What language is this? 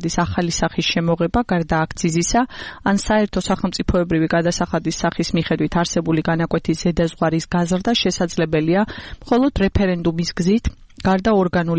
Georgian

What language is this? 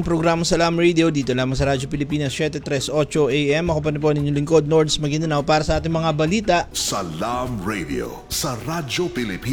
Filipino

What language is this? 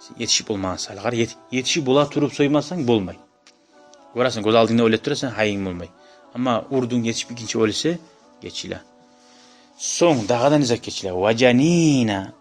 Kumyk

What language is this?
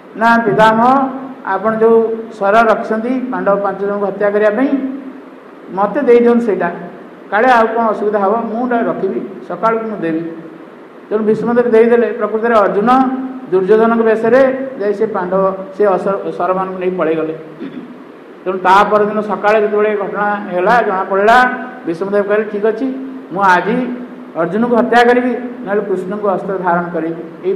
Odia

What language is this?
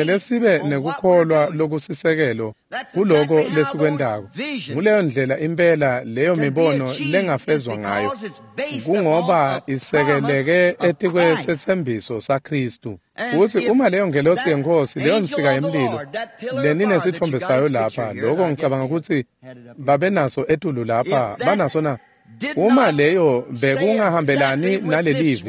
Swati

